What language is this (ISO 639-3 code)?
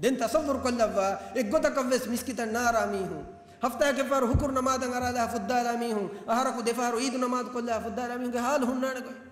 div